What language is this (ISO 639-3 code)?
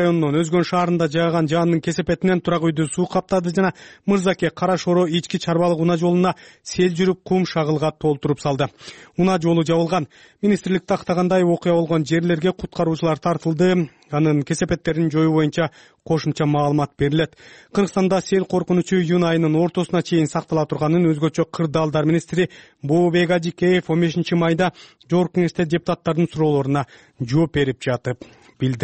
kir